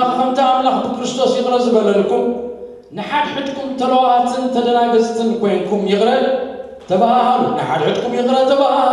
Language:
Tigrinya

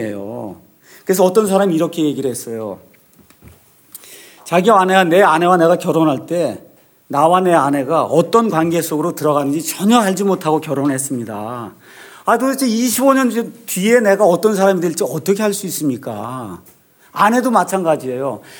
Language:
Korean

